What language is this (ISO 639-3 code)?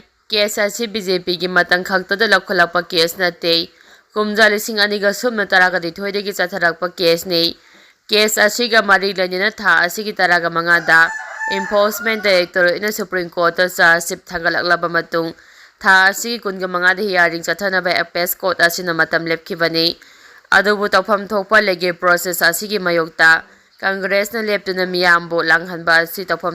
mni